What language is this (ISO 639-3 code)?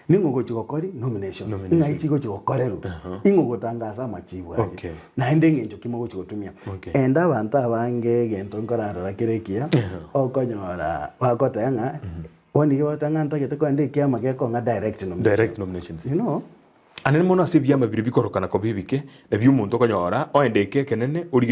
guz